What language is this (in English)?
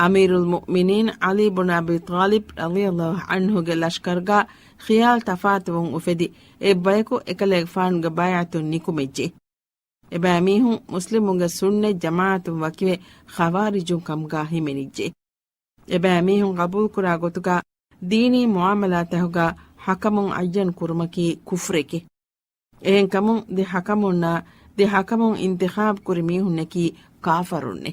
Divehi